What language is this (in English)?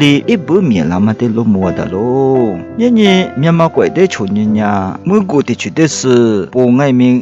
Lisu